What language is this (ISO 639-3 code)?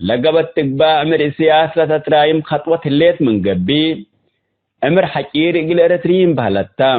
tig